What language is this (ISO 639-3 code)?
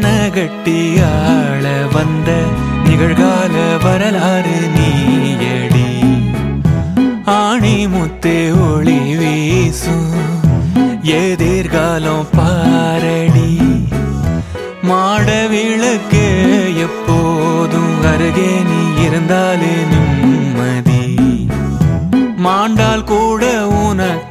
tam